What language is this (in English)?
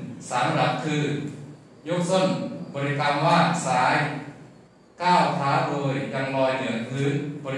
Thai